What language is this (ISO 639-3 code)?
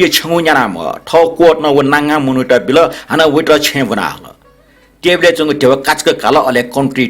new